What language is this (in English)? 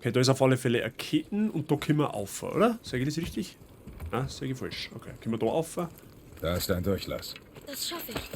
Bavarian